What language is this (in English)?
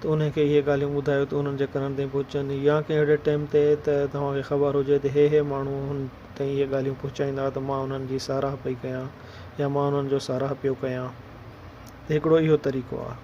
Sindhi